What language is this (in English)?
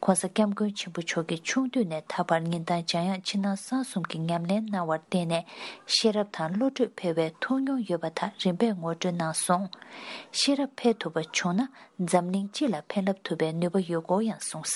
Tibetan